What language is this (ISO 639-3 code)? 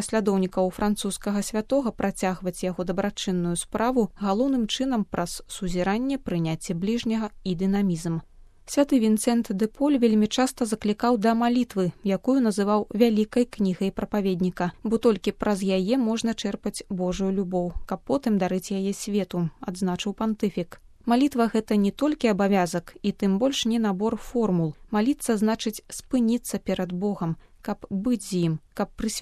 bel